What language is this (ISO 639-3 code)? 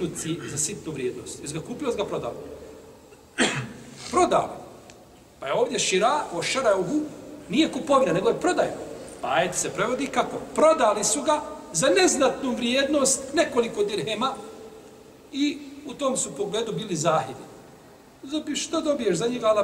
bos